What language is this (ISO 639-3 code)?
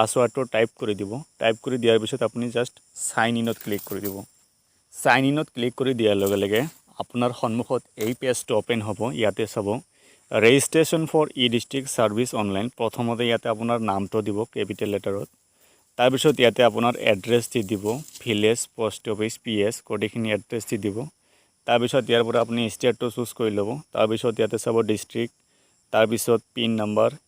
asm